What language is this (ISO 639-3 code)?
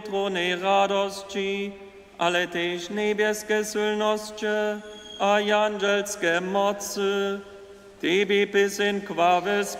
hsb